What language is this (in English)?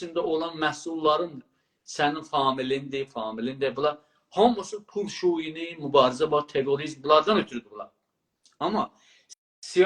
South Azerbaijani